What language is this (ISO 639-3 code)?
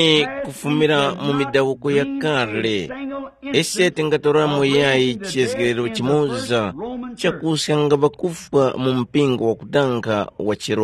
tum